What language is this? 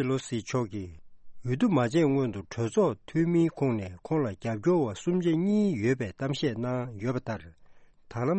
Tibetan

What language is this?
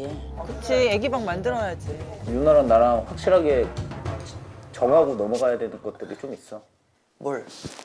Korean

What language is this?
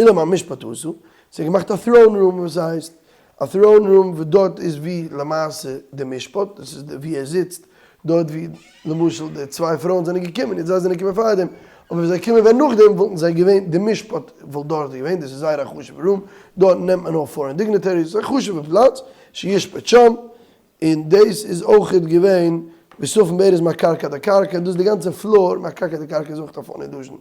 Yiddish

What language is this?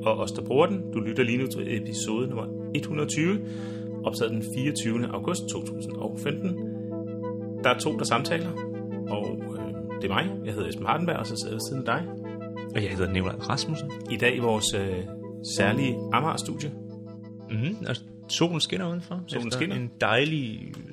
Danish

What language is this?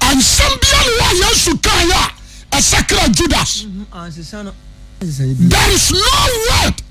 Akan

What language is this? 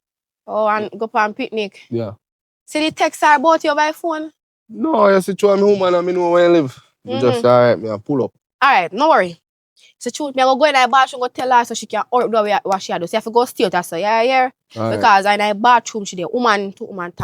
Jamaican Creole English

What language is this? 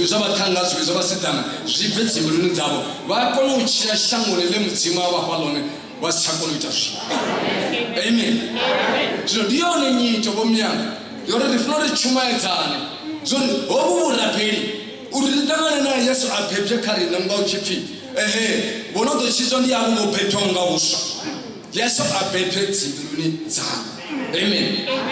Venda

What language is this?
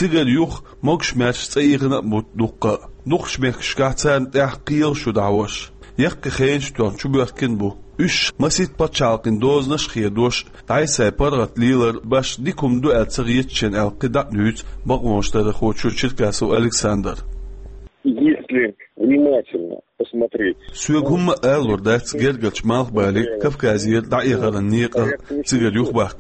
Chechen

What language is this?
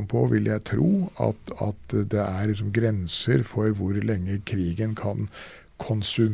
Norwegian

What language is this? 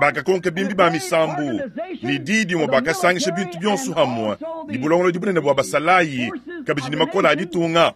Luba-Lulua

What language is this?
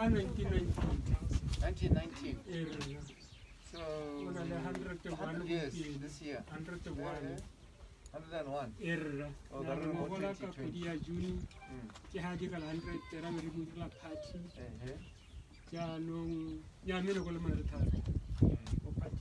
Tswana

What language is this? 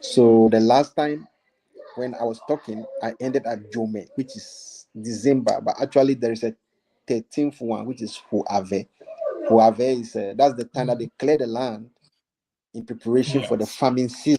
Ewe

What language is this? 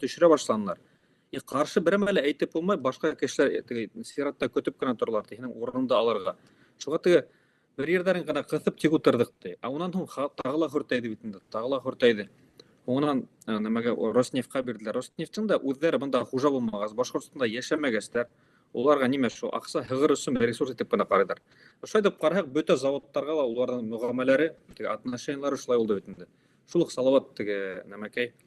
Bashkir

